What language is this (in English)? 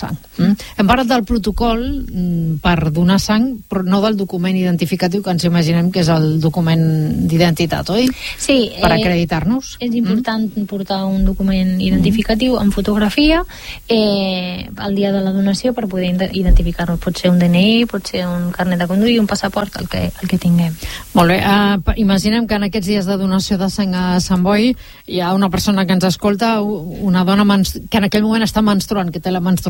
Catalan